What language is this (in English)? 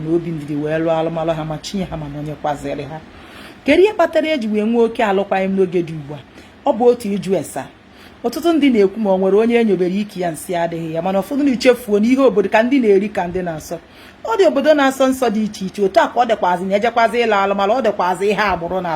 Igbo